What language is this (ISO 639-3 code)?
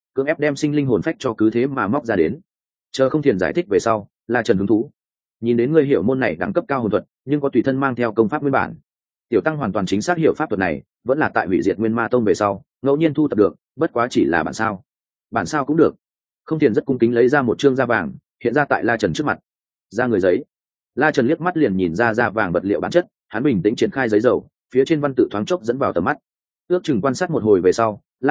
vie